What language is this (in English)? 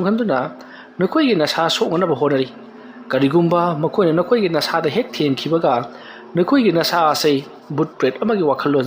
Manipuri